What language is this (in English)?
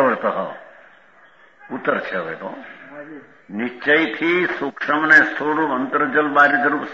Gujarati